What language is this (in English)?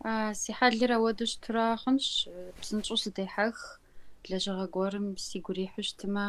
Kabardian